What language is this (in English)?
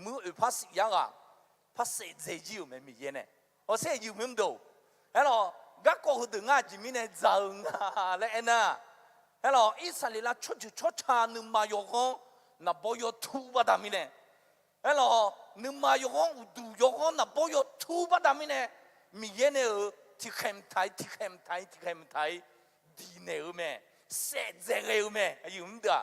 Akha